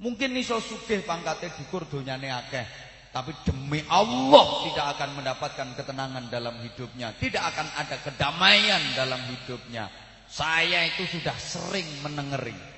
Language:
Javanese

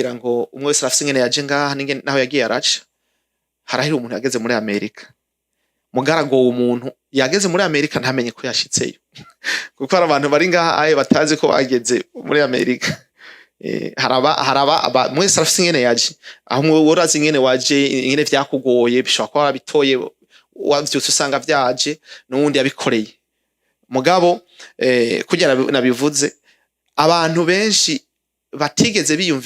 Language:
Rundi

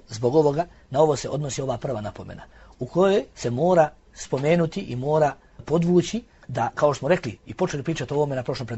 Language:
Bosnian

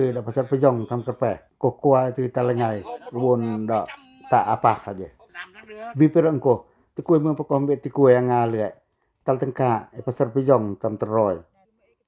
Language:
Pacoh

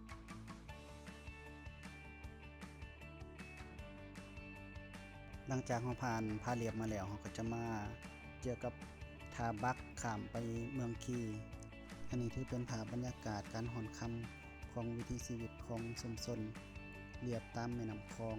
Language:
Lao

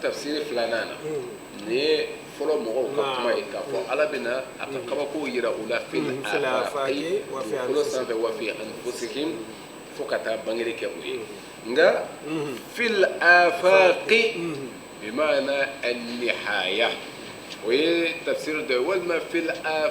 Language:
Bambara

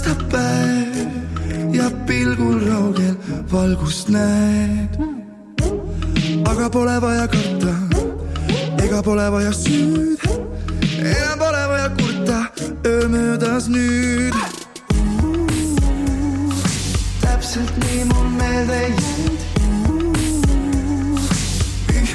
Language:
Estonian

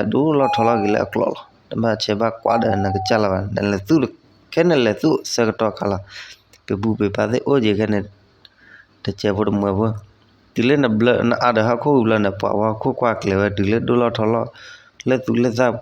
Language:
S'gaw Karen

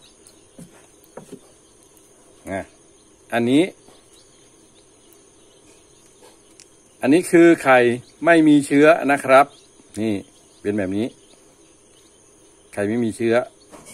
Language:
Thai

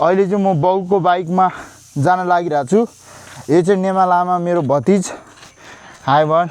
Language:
Nepali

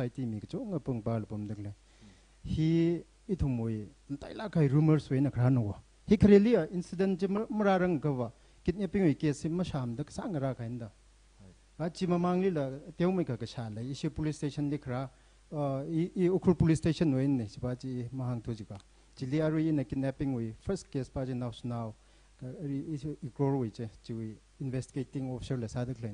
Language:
Tangkhul Naga (India)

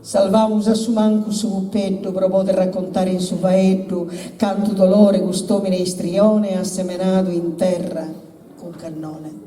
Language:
Sardinian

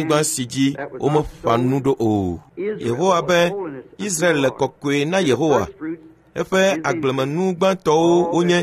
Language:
Ewe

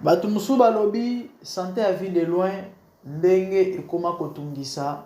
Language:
Lingala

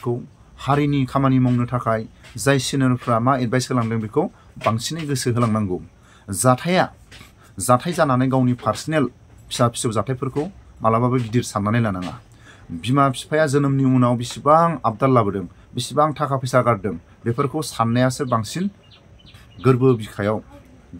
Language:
Bodo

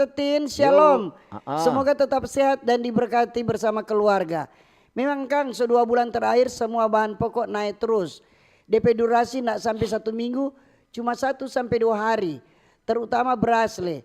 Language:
Manado Malay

